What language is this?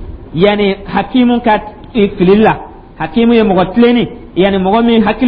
Dyula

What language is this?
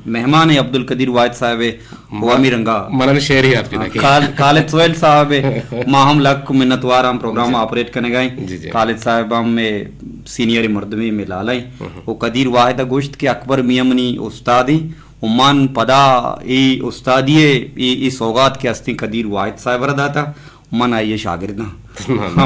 Eastern Balochi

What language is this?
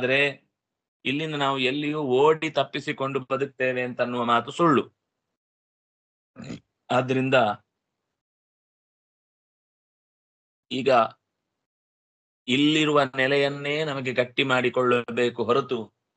Kannada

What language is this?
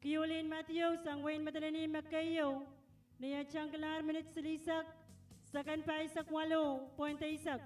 Pohnpeian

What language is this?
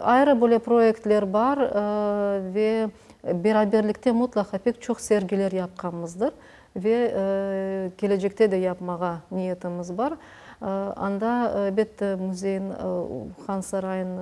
Crimean Tatar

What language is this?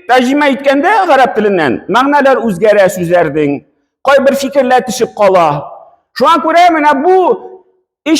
Tatar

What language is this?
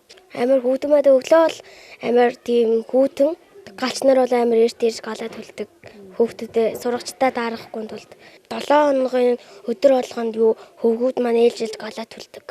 Mongolian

